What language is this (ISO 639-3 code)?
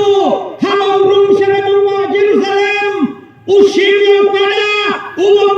kha